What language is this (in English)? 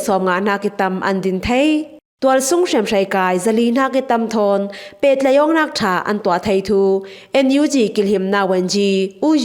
Falam Chin